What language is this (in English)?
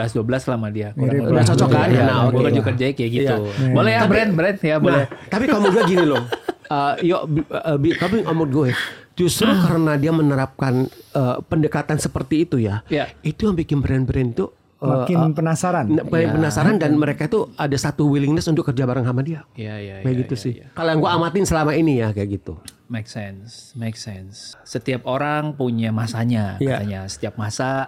Indonesian